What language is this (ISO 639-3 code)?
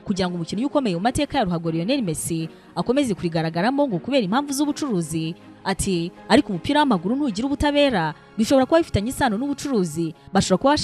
kin